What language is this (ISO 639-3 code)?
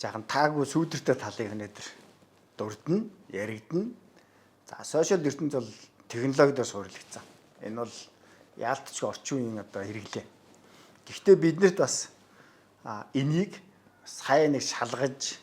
mon